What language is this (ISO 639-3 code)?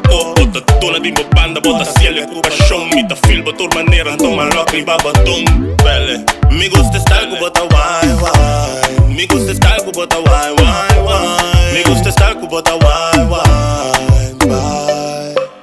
pap